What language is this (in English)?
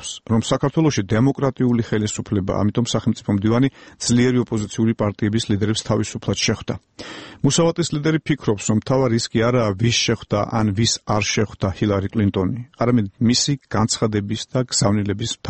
Georgian